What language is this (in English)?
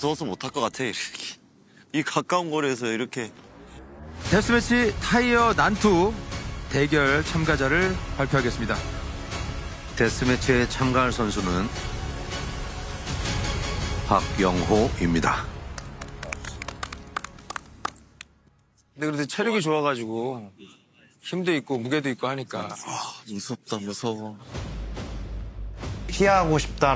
Korean